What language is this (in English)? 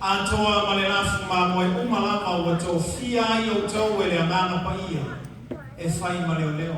Samoan